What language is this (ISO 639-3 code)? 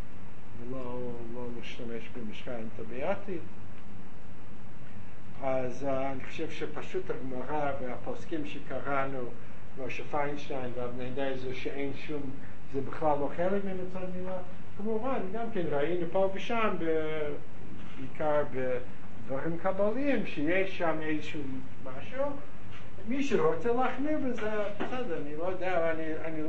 heb